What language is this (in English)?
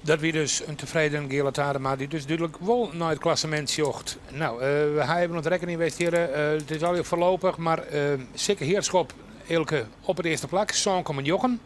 Western Frisian